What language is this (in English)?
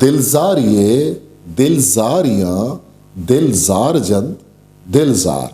Eastern Balochi